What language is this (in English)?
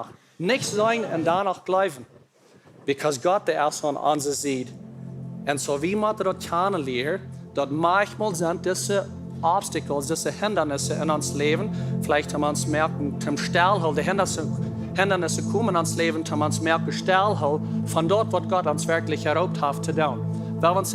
Plautdietsch